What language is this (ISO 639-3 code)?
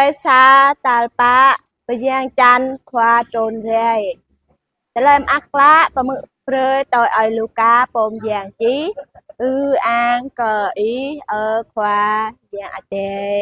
jra